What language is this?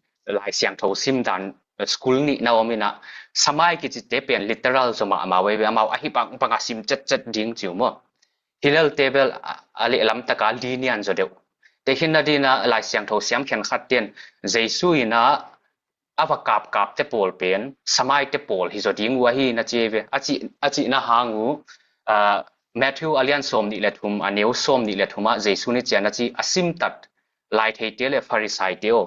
Tedim Chin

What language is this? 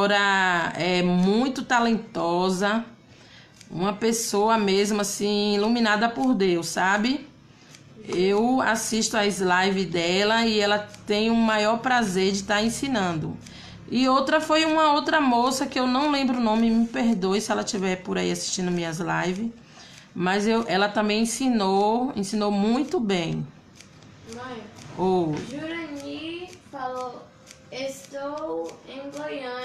Portuguese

